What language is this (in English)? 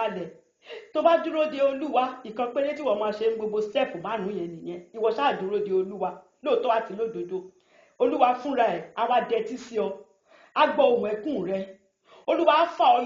Yoruba